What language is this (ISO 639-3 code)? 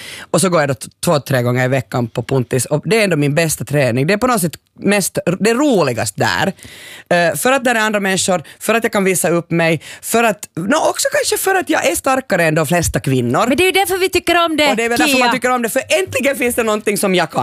swe